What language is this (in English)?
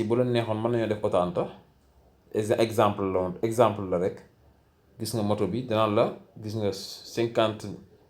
Wolof